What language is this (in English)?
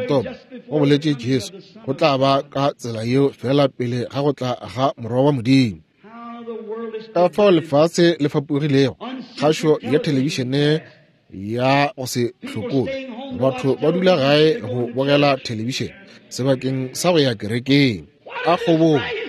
Northern Sotho